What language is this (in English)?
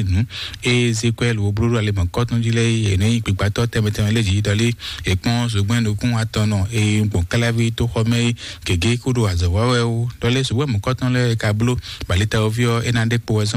Fon